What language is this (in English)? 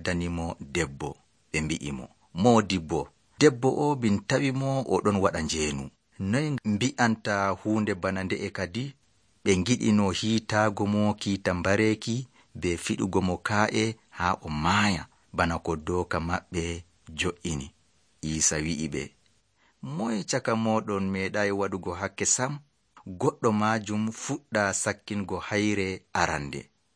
Nigerian Fulfulde